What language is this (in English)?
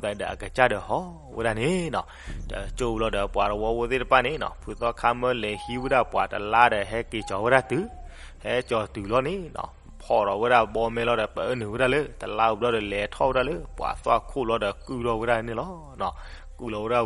S'gaw Karen